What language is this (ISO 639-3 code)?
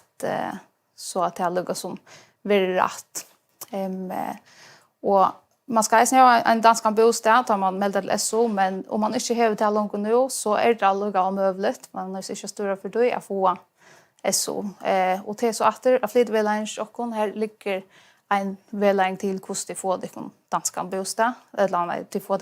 fao